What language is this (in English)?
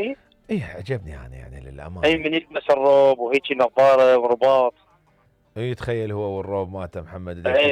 Mesopotamian Arabic